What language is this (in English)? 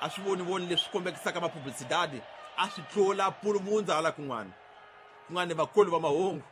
Tsonga